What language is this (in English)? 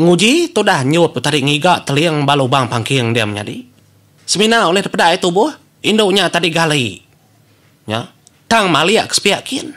Iban